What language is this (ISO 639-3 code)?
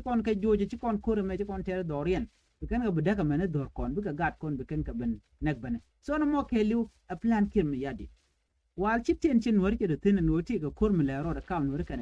nus